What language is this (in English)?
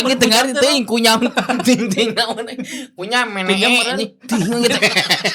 Sundanese